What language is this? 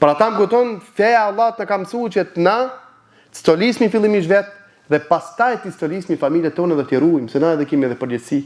Albanian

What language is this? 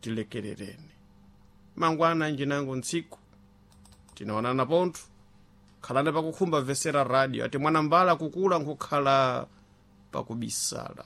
Sena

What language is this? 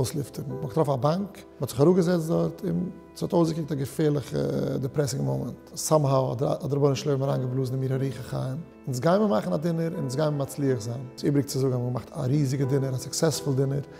Yiddish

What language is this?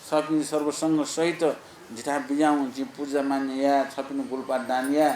Newari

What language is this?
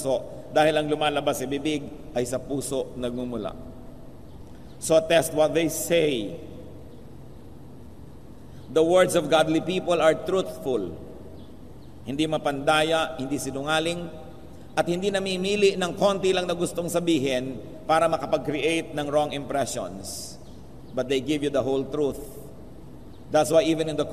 Filipino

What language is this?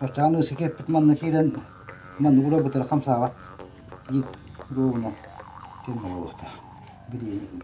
Yakut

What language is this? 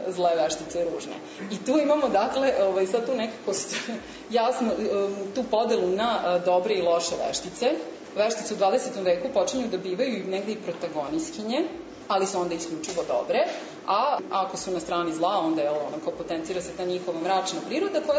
Serbian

